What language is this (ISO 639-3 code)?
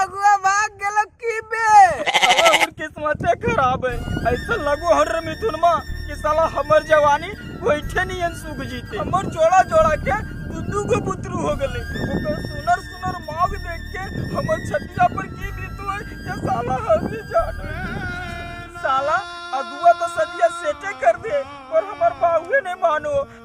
mag